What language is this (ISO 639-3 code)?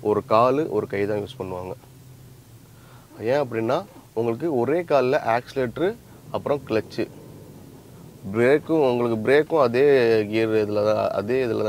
tam